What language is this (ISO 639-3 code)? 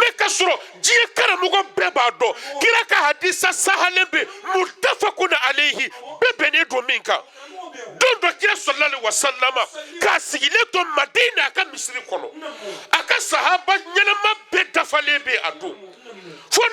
bam